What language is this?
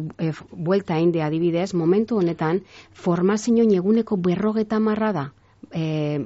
Basque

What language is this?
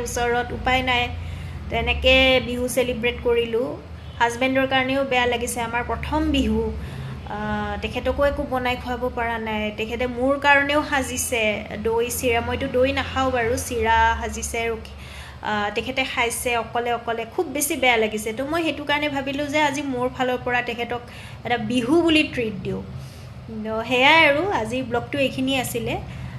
Assamese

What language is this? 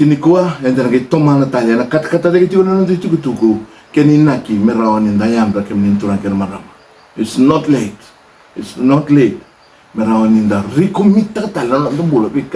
Fijian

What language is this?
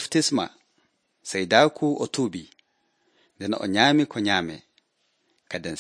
Nigerian Fulfulde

